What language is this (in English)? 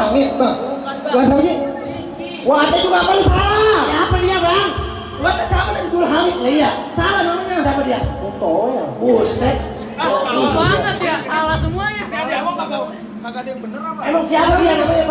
Betawi